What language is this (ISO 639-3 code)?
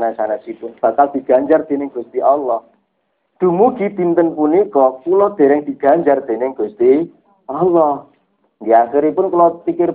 jav